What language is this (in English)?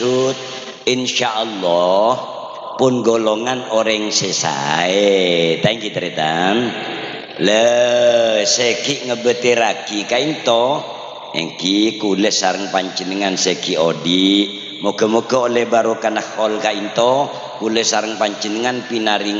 Madurese